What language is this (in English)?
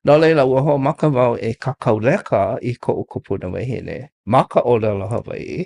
Hawaiian